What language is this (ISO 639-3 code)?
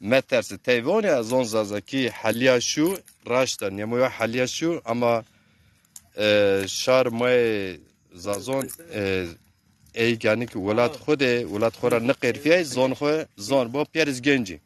zza